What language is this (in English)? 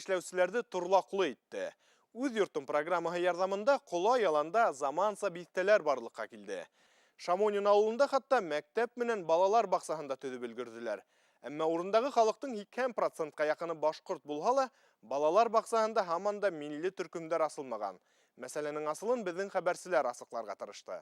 Bashkir